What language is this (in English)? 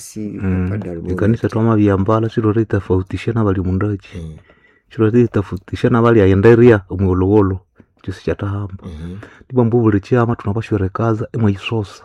Nande